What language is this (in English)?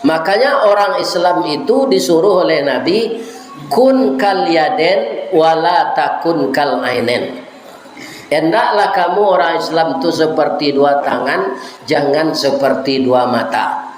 Minangkabau